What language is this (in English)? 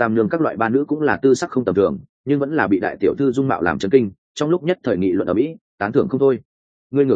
Vietnamese